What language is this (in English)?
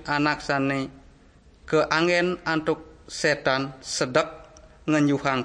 Balinese